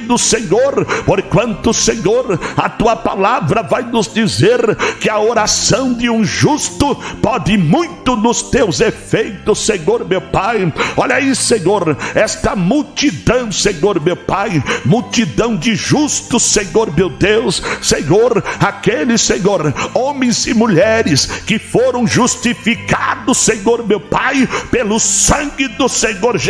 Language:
Portuguese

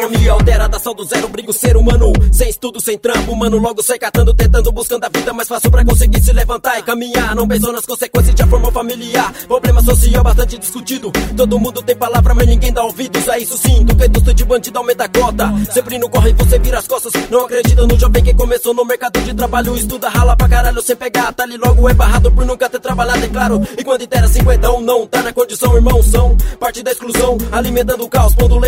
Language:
Portuguese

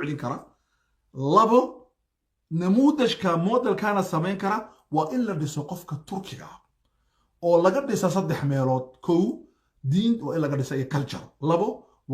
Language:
Somali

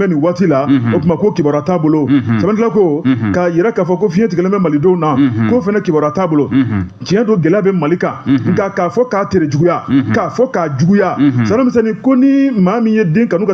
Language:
Bambara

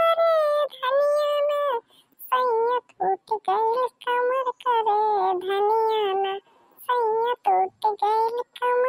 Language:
Bhojpuri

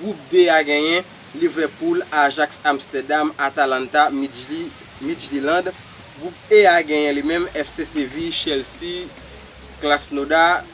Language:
Haitian Creole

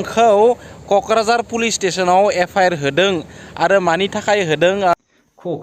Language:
Bodo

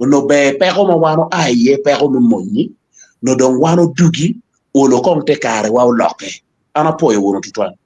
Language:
Acoli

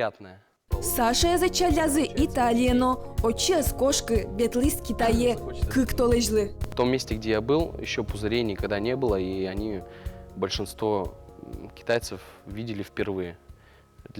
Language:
Udmurt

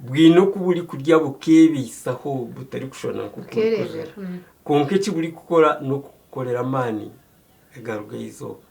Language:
Nyankole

